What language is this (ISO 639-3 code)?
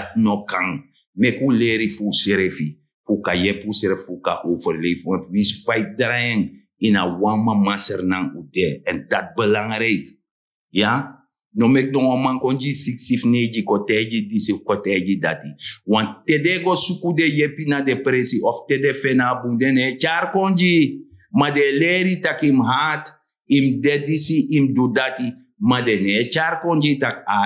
srn